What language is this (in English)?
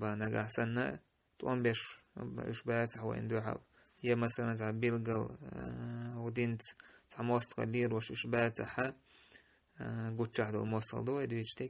Chechen